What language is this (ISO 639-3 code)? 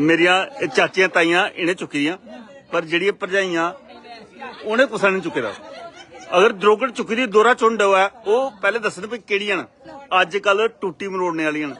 doi